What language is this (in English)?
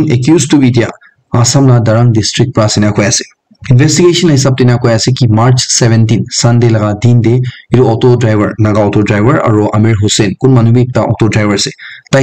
Naga Pidgin